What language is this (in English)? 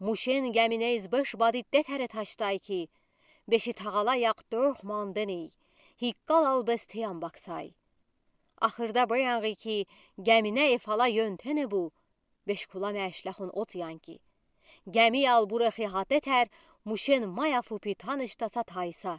Udi